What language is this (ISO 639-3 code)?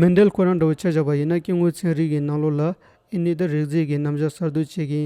bod